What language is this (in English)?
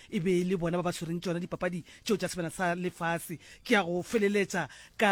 Northern Sotho